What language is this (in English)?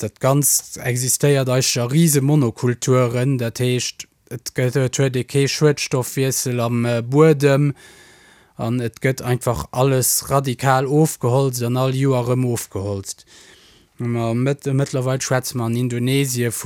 Luxembourgish